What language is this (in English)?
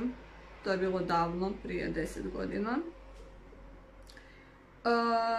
Croatian